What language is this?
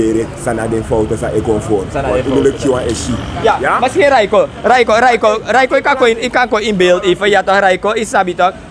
Sranan Tongo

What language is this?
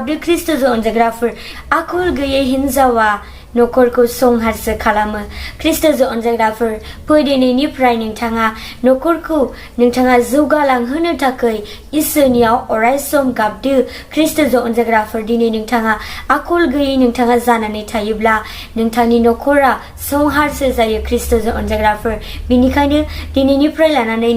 Bodo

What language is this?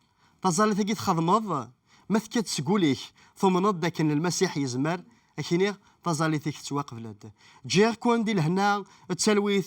Kabyle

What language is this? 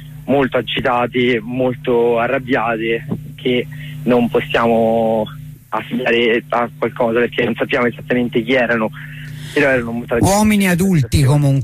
Italian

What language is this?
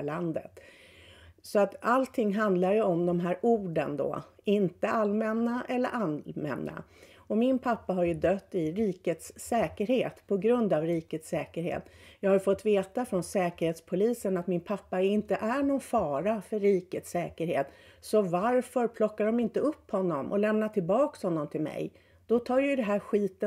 Swedish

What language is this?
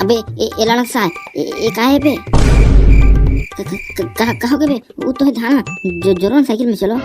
Chhattisgarhi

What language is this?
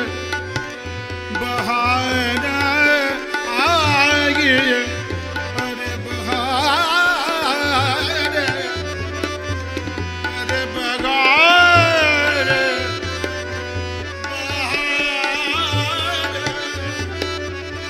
Hindi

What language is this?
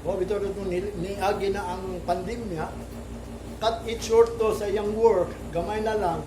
Cebuano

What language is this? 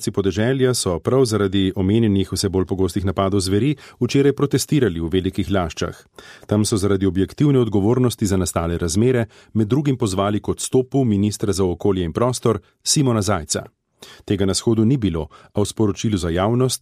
Slovenian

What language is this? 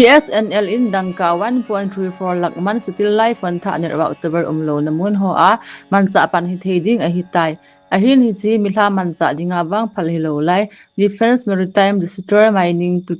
Thado Chin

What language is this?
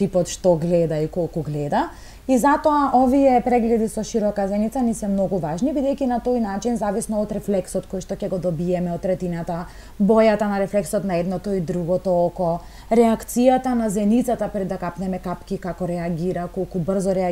Macedonian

